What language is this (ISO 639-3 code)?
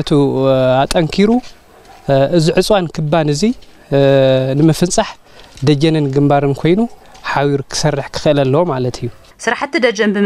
tir